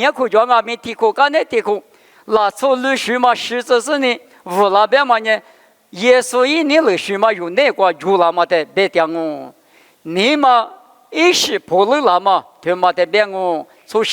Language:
Lisu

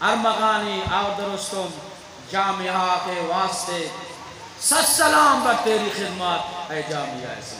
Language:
Eastern Balochi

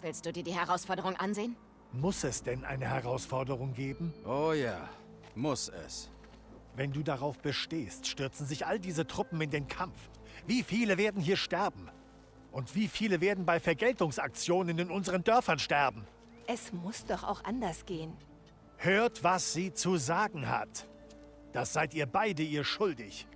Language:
Bavarian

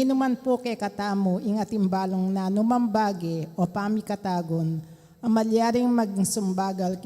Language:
Pampanga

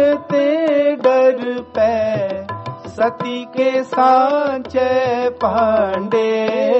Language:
Punjabi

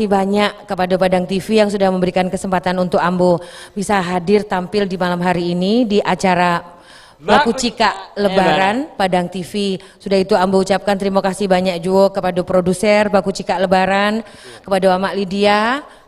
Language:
Minangkabau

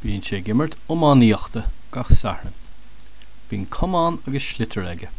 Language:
Irish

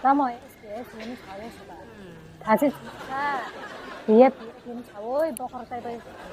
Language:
Kok Borok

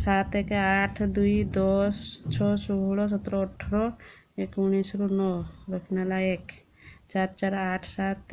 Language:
Odia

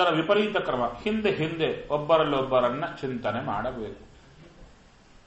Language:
Kannada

